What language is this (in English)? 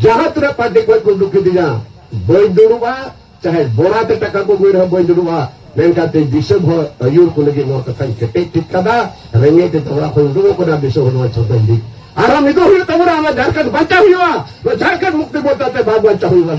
Santali